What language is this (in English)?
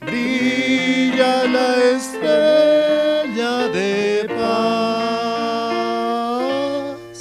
Aymara